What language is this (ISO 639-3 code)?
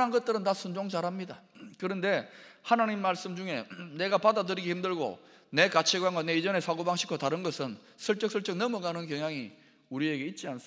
kor